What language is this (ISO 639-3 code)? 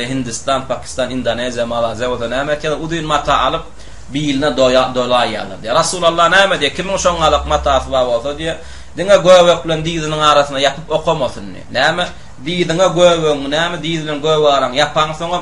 tuk